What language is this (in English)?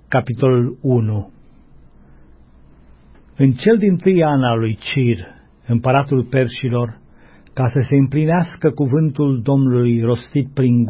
Romanian